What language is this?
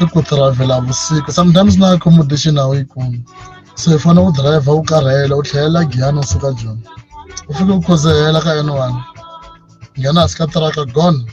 Tsonga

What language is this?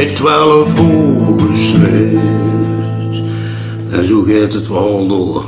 Limburgish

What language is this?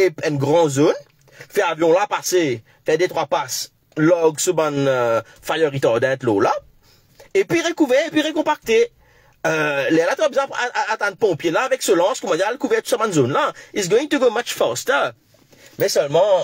Morisyen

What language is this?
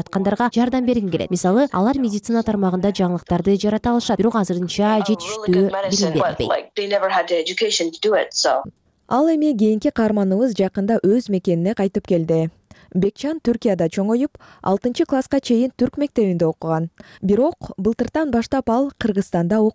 Kyrgyz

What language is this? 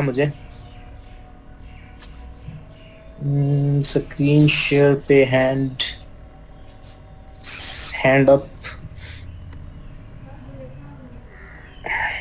Hindi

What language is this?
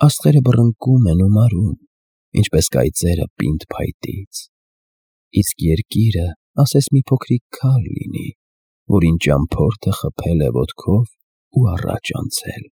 Armenian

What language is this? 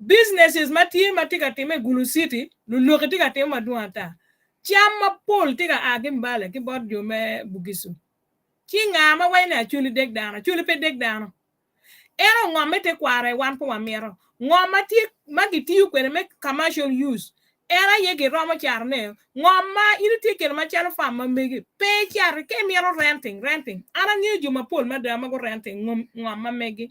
Acoli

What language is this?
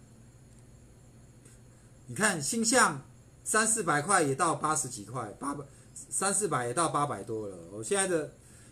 Chinese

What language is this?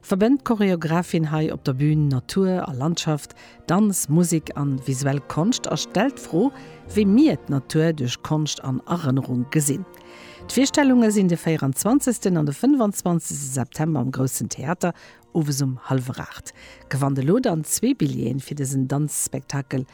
Luxembourgish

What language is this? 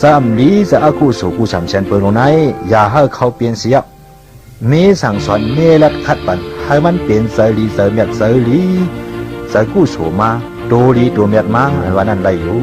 Shan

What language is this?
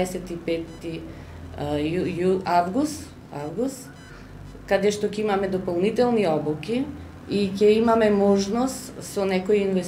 Macedonian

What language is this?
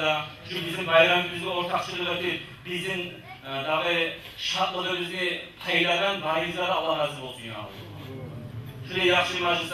Kumyk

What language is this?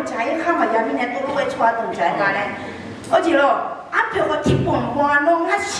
Akha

